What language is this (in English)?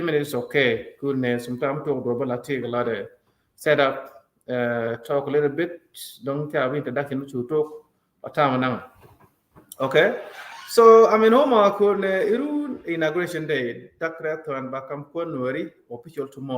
Nuer